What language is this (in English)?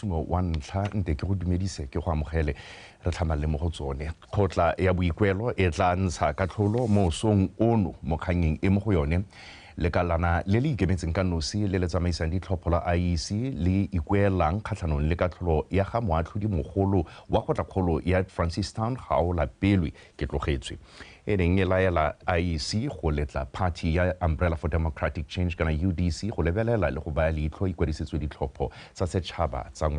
Tswana